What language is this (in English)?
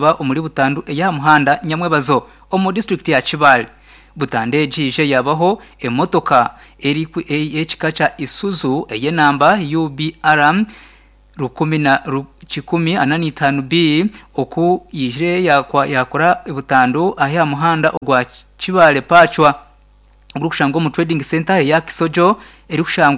Nyankole